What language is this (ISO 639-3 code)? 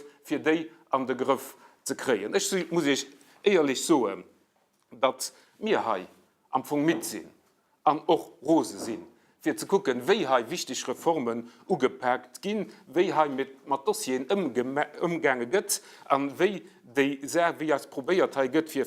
ltz